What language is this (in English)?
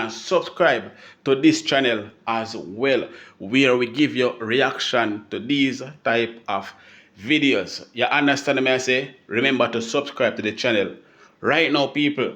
Jamaican Creole English